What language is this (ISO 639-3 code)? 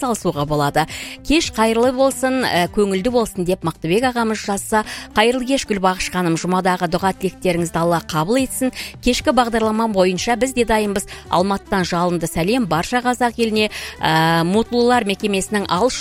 kaz